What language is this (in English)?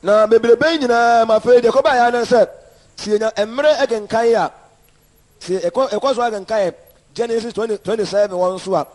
Akan